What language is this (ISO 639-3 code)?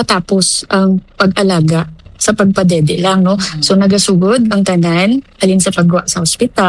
hil